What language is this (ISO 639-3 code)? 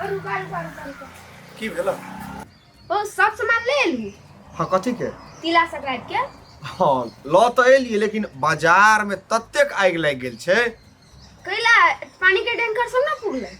mai